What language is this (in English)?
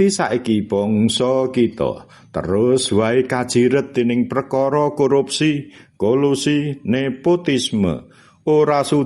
Javanese